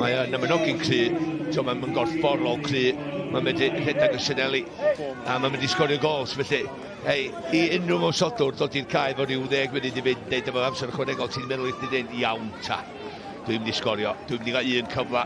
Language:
Welsh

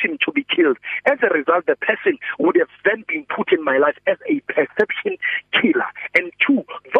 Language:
English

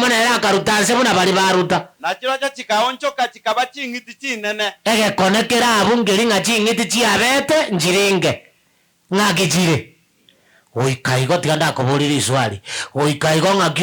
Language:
Gusii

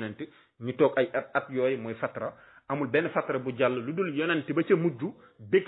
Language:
Wolof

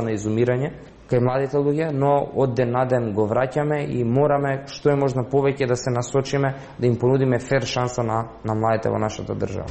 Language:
Macedonian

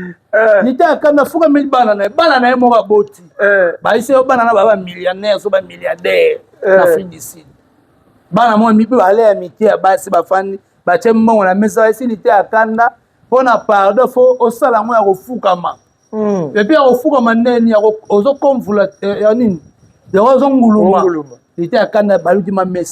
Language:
Lingala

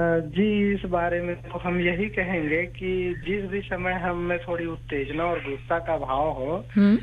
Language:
Hindi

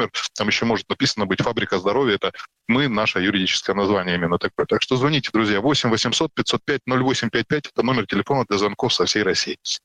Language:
Russian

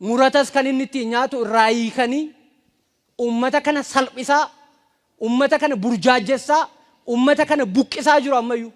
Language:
Oromo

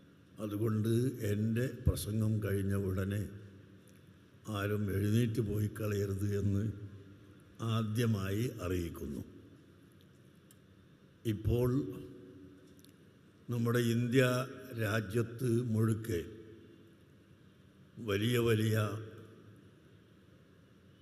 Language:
Malayalam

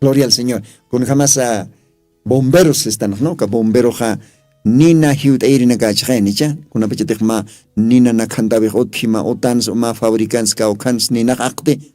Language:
Aymara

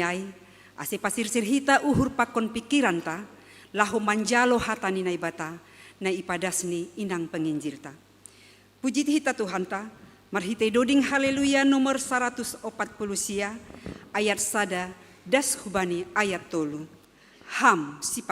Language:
Batak Simalungun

